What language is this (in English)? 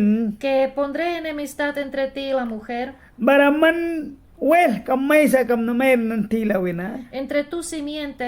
Mískito